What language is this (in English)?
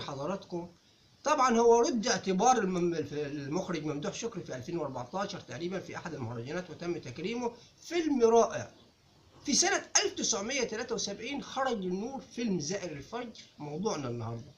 Egyptian Arabic